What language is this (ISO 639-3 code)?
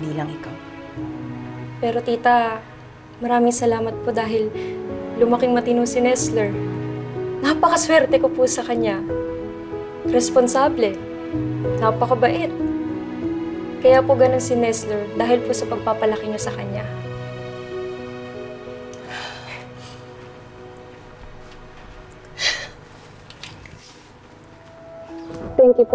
fil